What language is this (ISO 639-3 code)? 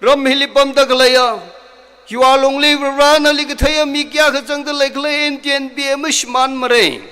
nmf